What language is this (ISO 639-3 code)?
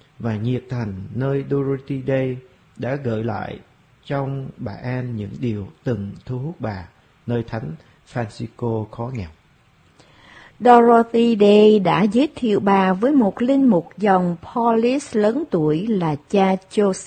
vie